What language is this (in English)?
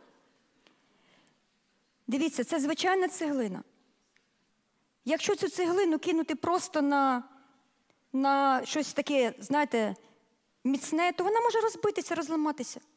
Ukrainian